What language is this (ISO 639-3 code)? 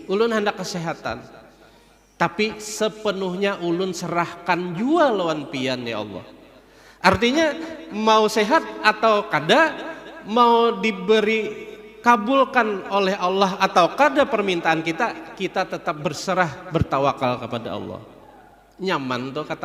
bjn